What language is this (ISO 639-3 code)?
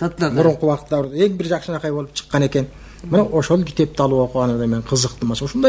kir